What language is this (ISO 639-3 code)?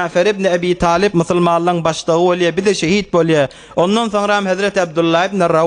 tuk